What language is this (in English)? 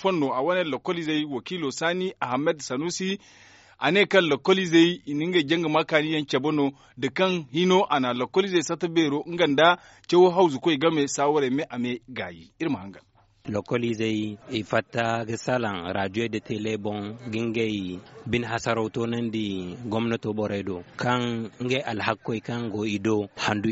Zarma